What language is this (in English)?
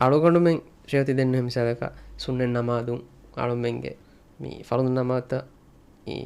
Divehi